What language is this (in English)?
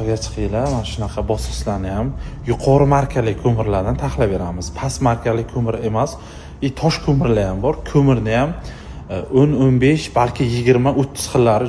Uzbek